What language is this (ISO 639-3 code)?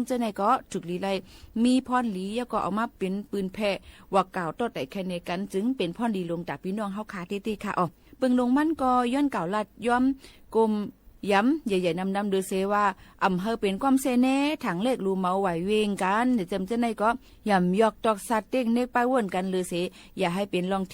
shn